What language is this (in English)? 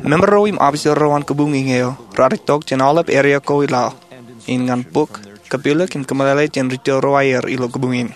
Marshallese